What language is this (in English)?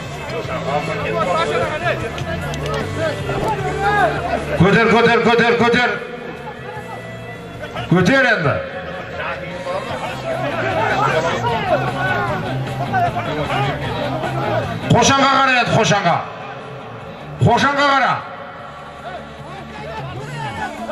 Kazakh